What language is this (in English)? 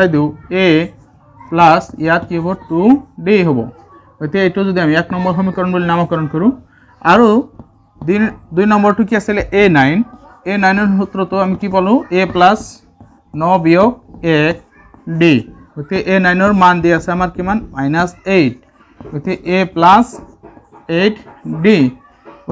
Assamese